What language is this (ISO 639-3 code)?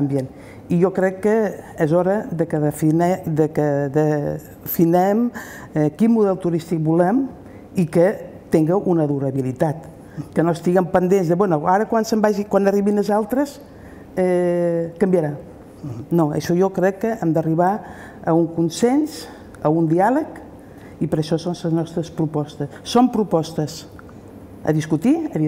cat